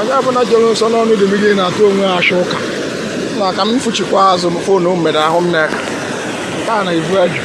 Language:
Igbo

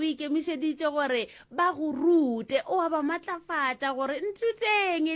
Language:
Northern Sotho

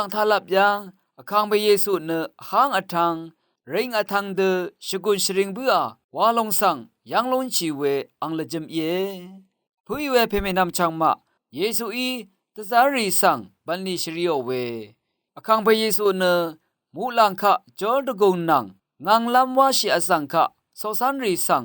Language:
Rawang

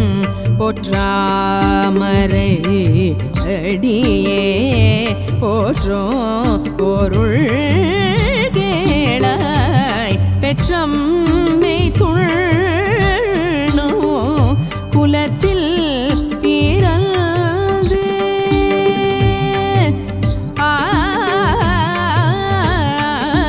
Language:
Tamil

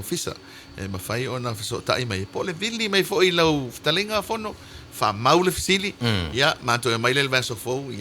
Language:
Samoan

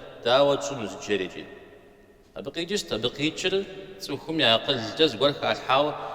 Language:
Kabardian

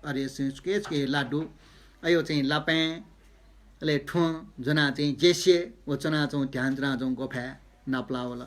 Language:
Newari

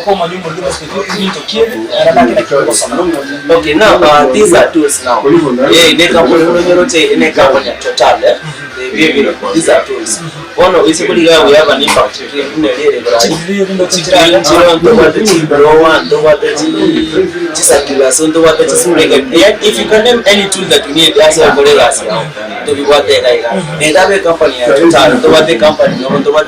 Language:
Gusii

